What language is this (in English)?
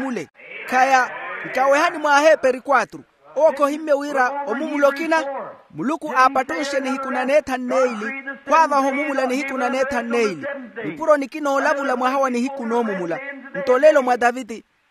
Makhuwa